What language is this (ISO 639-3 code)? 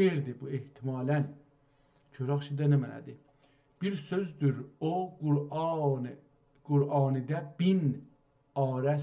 azb